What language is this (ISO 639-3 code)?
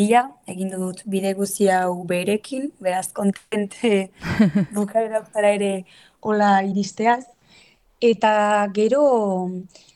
eus